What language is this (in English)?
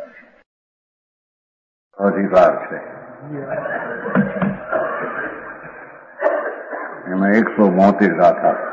Gujarati